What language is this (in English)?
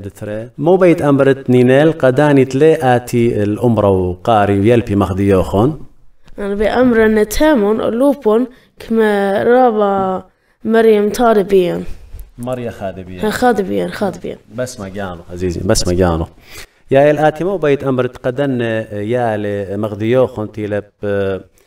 Assyrian Neo-Aramaic